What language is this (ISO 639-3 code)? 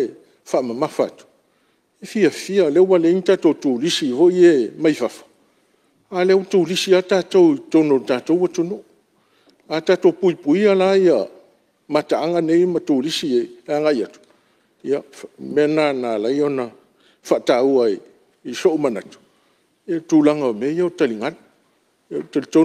smo